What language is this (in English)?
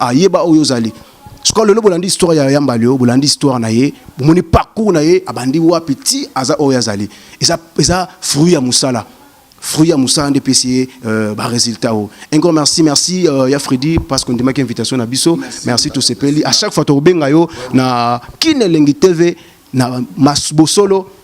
Lingala